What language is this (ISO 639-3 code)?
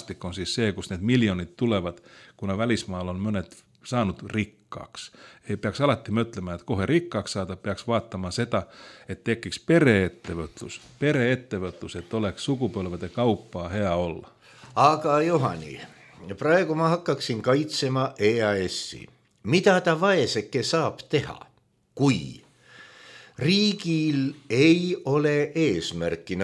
est